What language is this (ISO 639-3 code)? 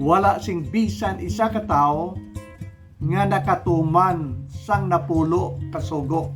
hil